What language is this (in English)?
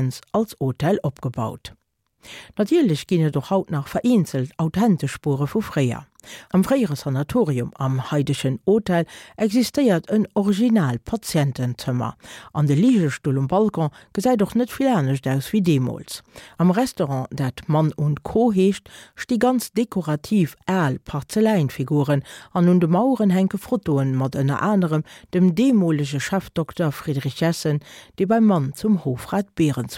Luxembourgish